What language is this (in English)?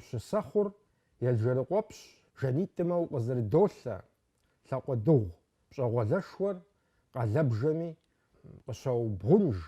Kabardian